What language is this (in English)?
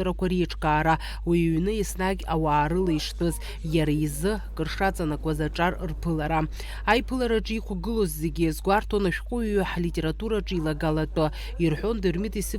Abkhazian